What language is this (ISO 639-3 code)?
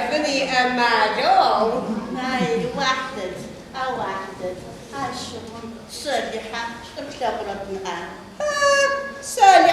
ady